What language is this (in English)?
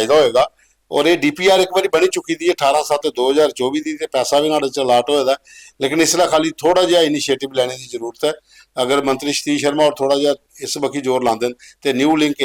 Dogri